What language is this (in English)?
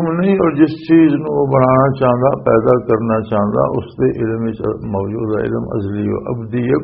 Western Panjabi